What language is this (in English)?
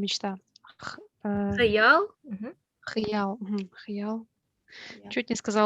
Bashkir